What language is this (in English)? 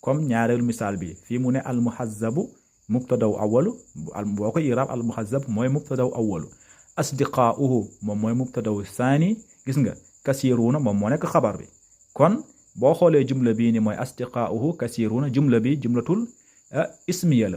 Wolof